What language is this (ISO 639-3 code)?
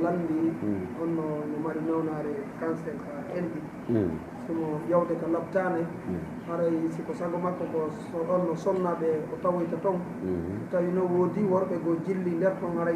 ful